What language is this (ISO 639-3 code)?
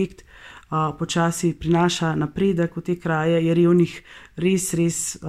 slv